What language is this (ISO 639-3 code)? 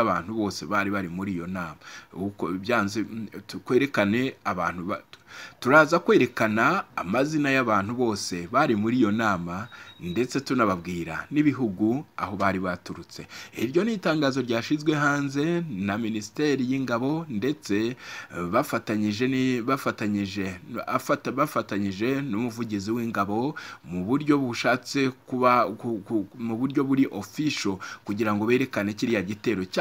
kin